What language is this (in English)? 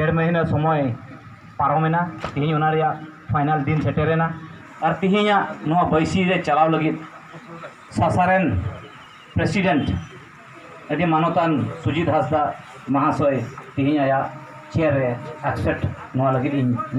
Santali